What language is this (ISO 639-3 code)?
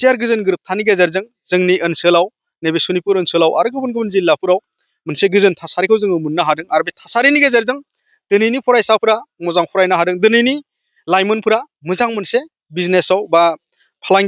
brx